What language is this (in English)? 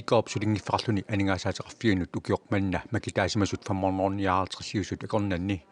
Kalaallisut